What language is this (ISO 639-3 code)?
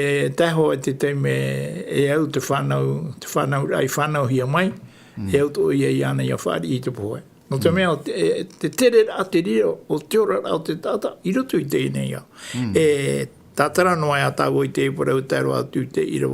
tah